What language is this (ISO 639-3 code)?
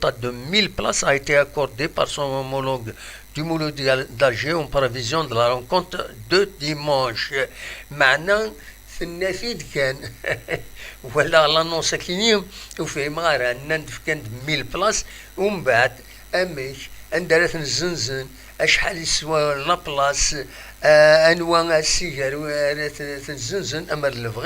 kab